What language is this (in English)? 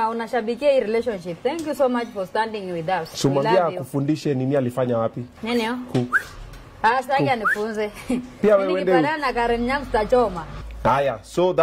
Swahili